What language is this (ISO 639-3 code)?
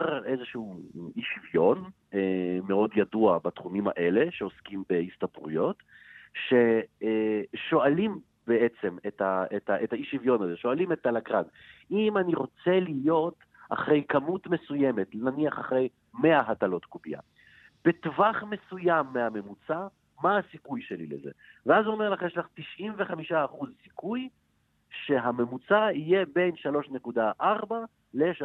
heb